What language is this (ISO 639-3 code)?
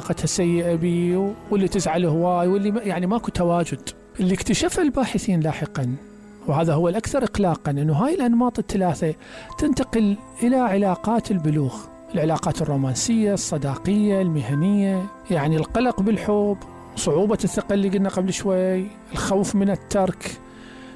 acm